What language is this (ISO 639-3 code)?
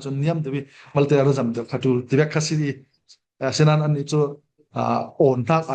cfm